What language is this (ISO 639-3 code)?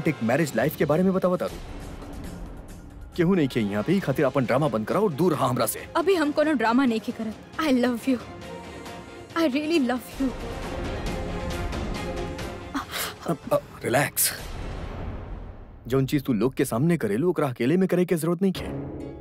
bho